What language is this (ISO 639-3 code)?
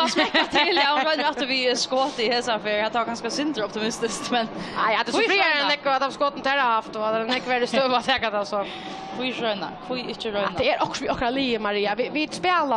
fao